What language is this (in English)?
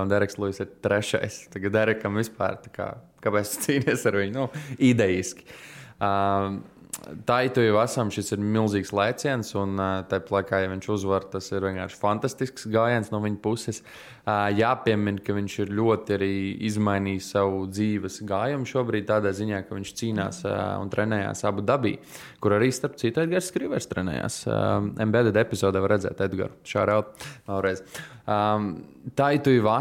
Latvian